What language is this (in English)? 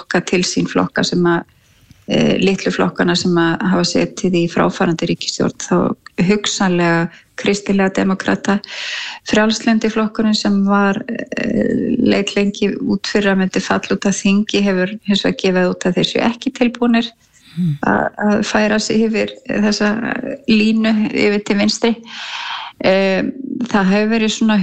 Icelandic